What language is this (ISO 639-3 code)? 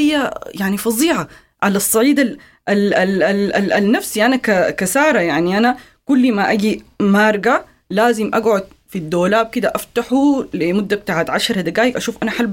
apd